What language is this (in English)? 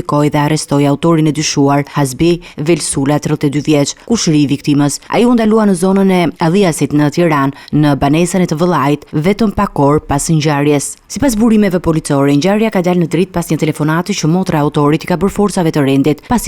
Albanian